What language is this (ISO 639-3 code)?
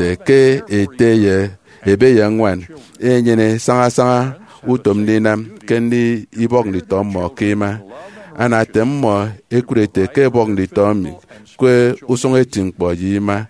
efi